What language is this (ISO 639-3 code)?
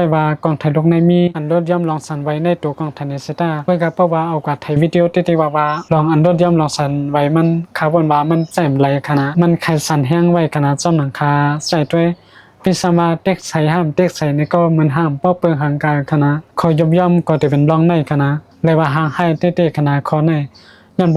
shn